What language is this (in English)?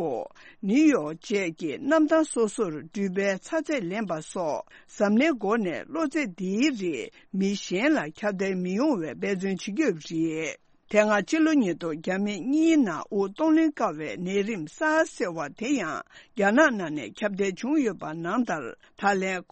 Tibetan